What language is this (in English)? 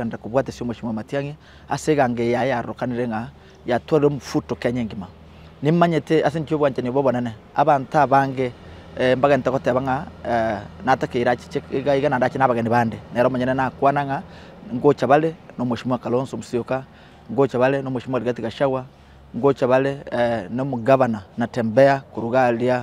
Gusii